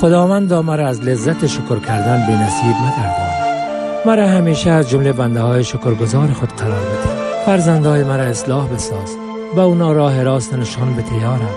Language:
Persian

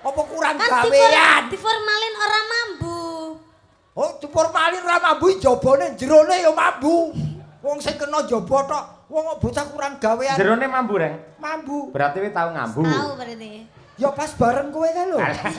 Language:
Javanese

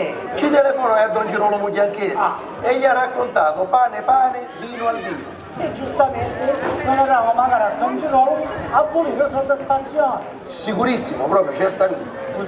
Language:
Sicilian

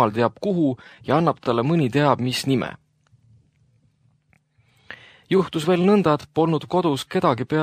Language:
Estonian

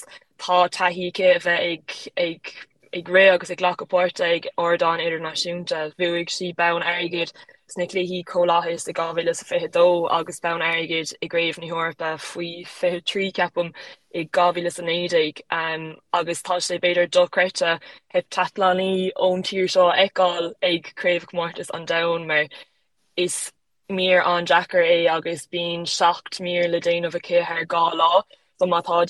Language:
Irish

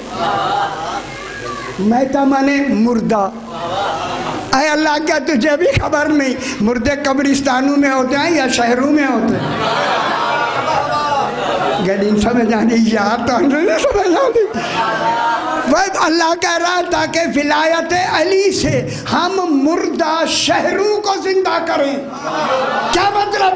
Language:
Urdu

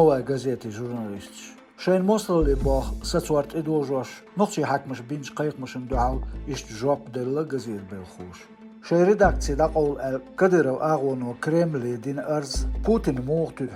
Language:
Chechen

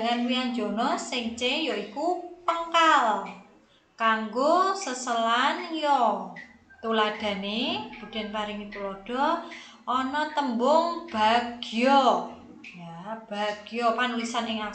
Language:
Javanese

